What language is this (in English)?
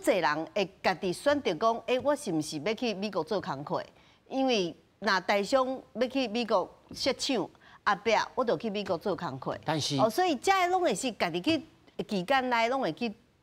Min Nan Chinese